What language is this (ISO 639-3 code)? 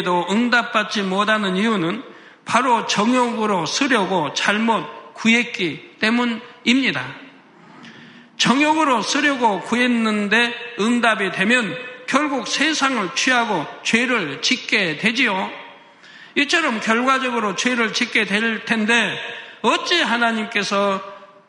kor